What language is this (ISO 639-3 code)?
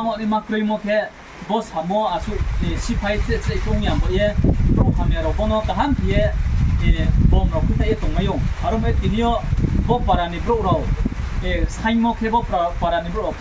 ria